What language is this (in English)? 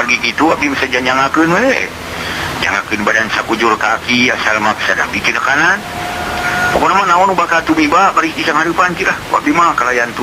Sundanese